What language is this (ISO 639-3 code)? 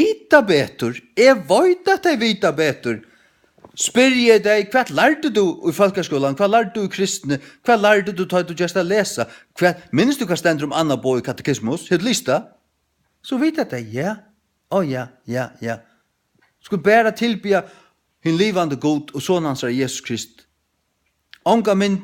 fao